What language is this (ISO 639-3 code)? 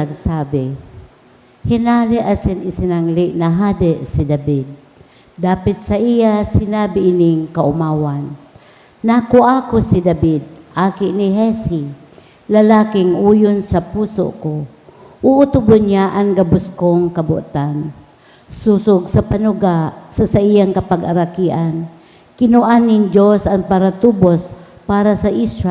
bik